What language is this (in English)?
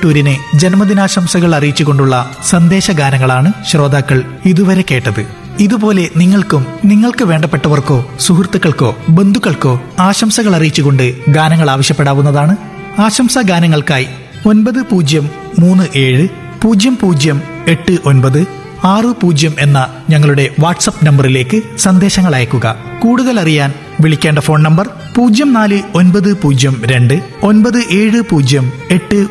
Malayalam